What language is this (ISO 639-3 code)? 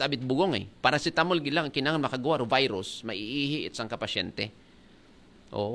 akl